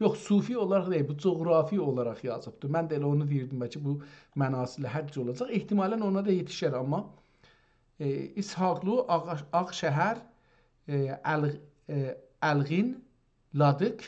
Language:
South Azerbaijani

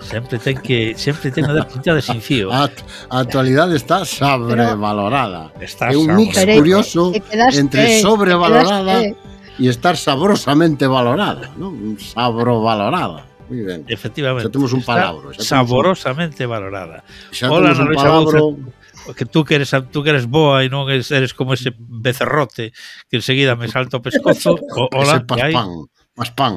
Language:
Galician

